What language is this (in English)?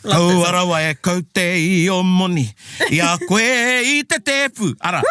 Māori